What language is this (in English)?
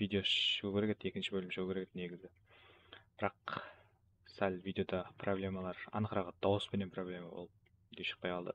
Kara-Kalpak